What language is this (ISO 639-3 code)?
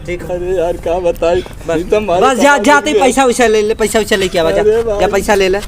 awa